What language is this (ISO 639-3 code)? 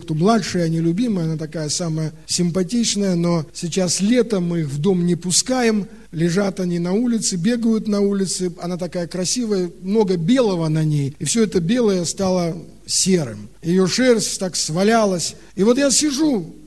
rus